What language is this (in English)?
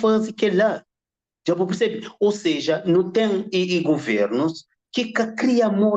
Kabuverdianu